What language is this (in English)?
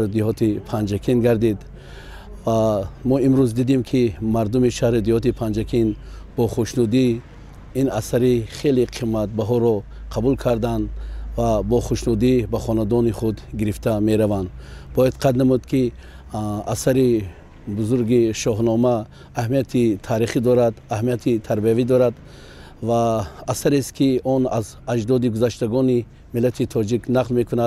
Tajik